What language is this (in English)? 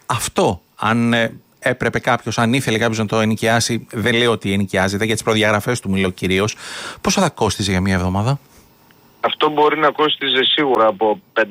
Greek